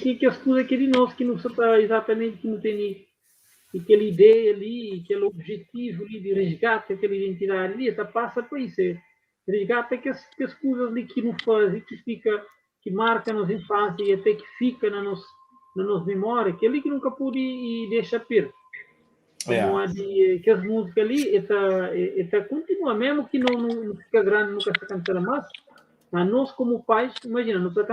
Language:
Kabuverdianu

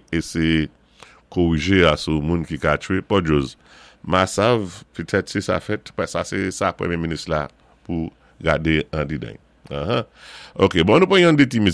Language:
Saint Lucian Creole French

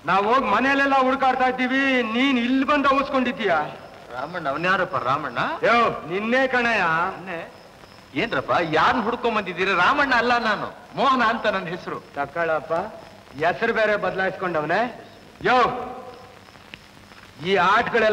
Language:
Kannada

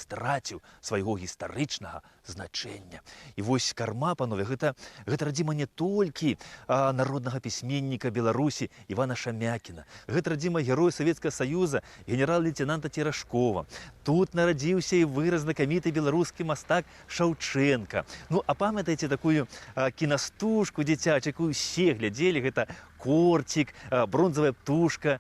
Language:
Belarusian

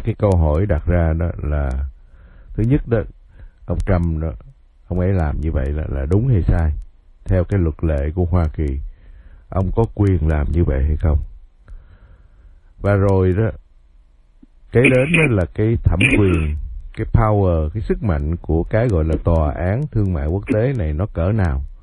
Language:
Vietnamese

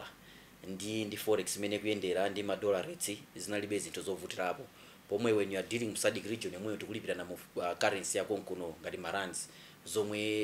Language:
Nyanja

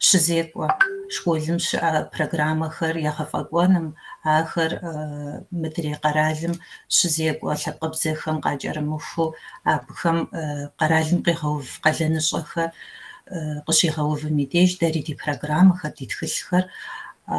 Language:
Kabardian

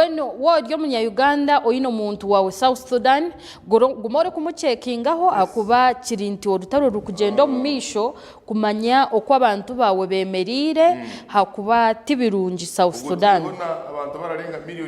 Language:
Nyankole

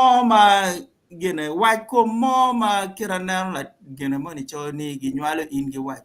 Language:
Acoli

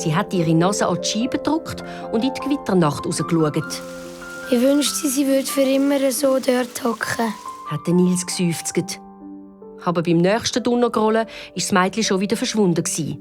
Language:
Swiss German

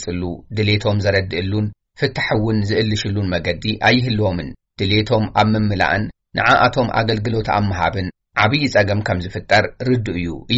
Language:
Tigrinya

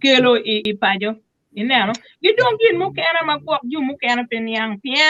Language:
Acoli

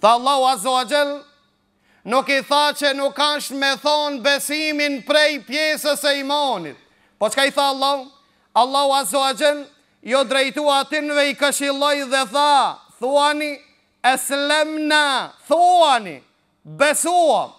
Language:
Albanian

